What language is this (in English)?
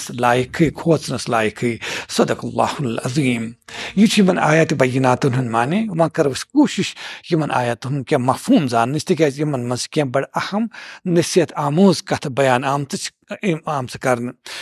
Kashmiri